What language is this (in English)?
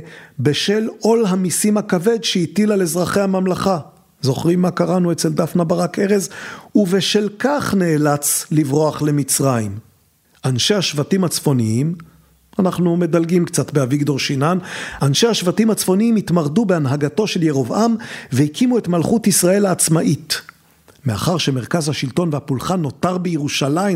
Hebrew